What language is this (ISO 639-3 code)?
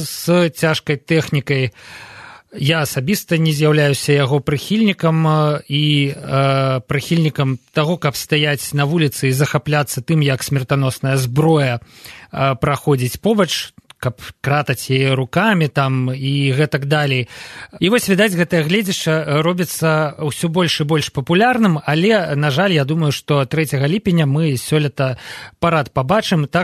bel